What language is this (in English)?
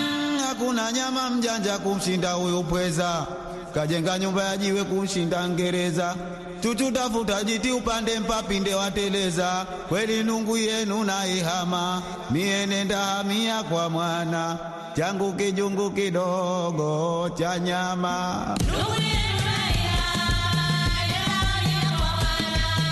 Swahili